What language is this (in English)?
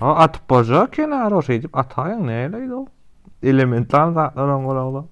Turkmen